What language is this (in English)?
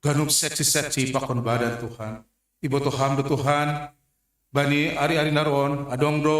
Batak Simalungun